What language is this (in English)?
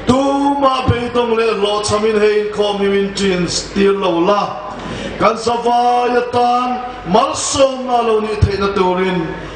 Hmar